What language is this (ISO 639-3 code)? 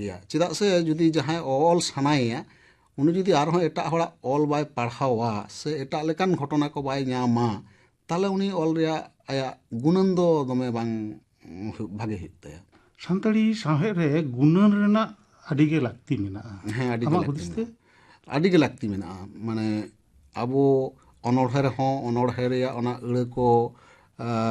sat